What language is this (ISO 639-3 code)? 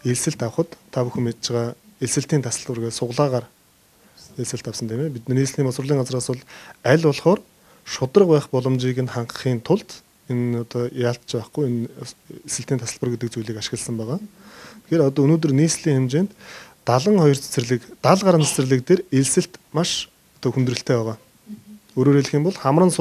mon